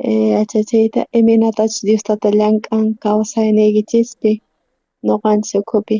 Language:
South Bolivian Quechua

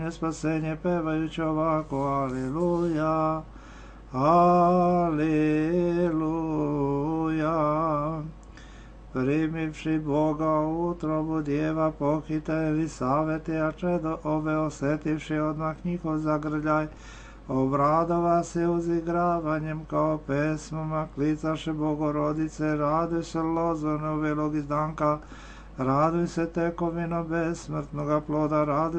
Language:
Serbian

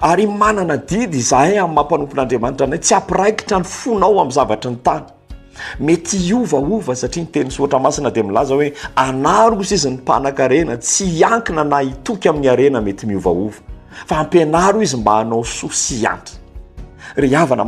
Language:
Malagasy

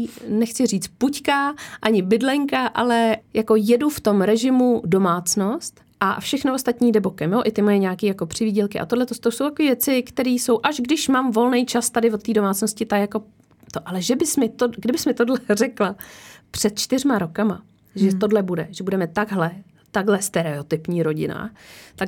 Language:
Czech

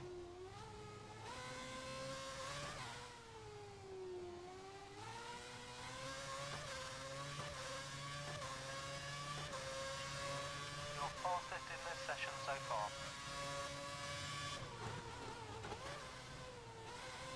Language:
English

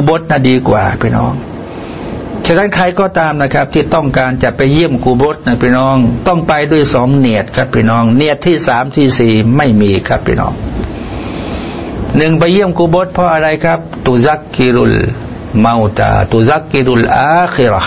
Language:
Thai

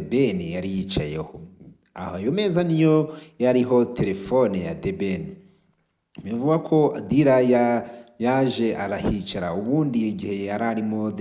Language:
Kinyarwanda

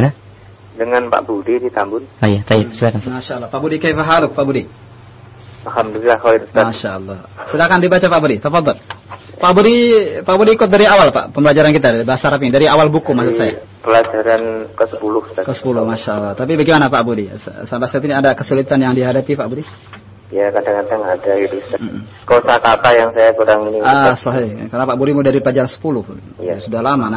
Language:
Indonesian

